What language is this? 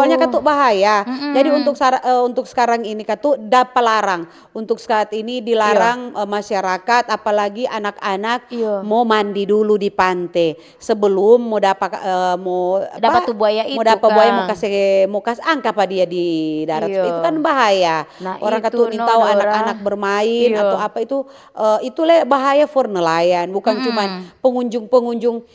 Manado Malay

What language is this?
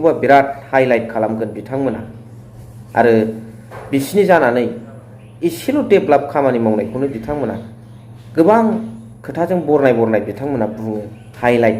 Bodo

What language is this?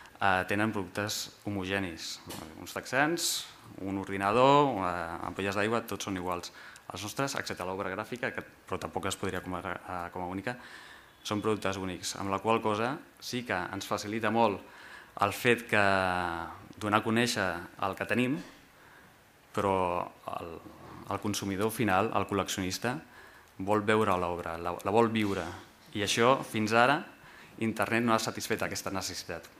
Catalan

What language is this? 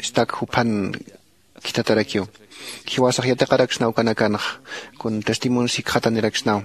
Aymara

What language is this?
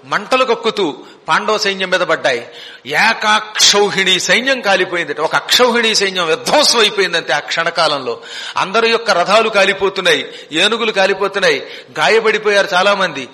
Telugu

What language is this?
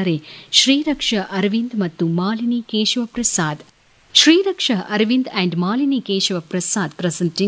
Kannada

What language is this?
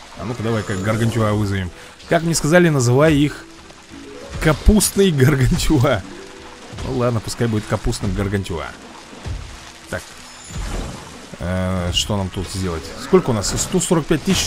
Russian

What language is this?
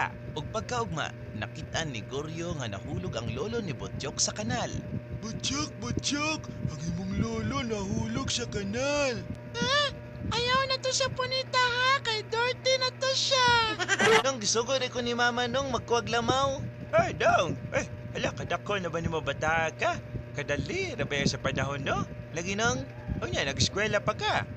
Cebuano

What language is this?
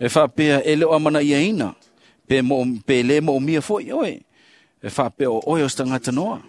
Samoan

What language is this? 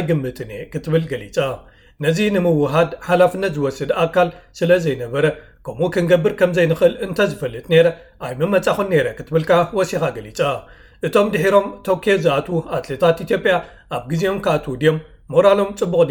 Tigrinya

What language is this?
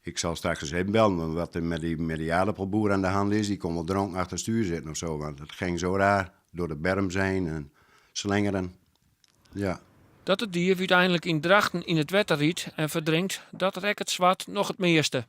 Western Frisian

